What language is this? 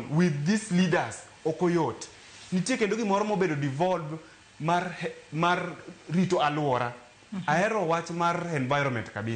Luo (Kenya and Tanzania)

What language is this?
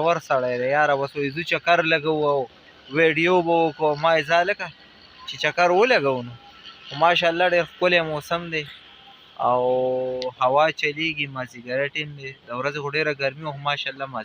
Pashto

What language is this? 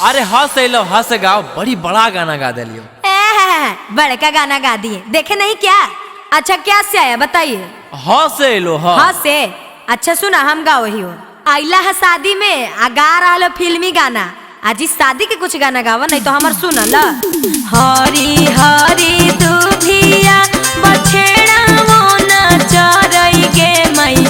Magahi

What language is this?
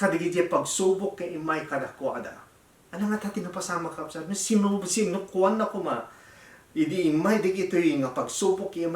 Iloko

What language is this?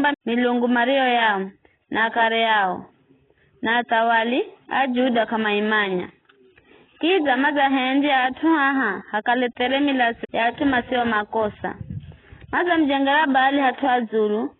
Giryama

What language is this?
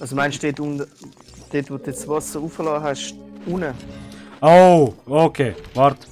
Swiss German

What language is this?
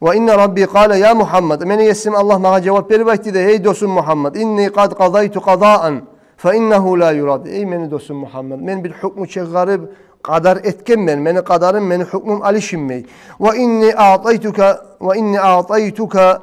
Kumyk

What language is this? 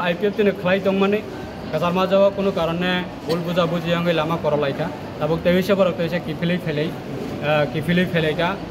Kok Borok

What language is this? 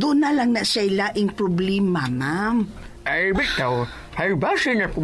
Cebuano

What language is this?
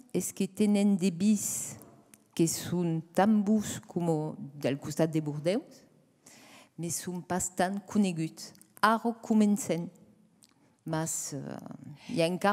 Occitan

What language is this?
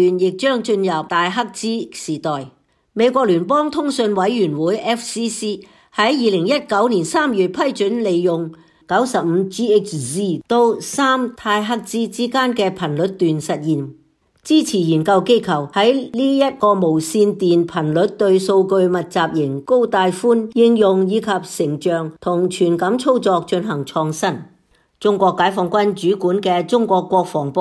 Cantonese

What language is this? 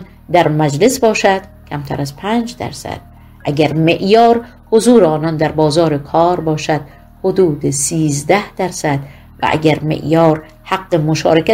Persian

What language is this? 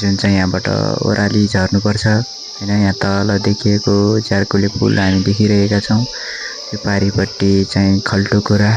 Nepali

